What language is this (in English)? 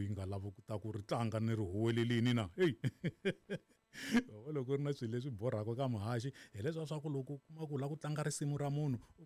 Tsonga